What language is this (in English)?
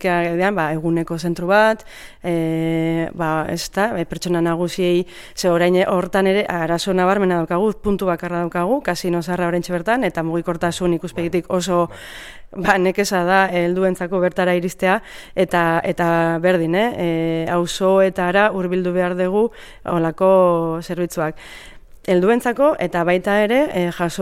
Basque